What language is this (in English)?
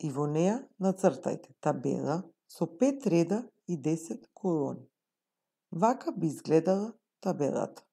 Macedonian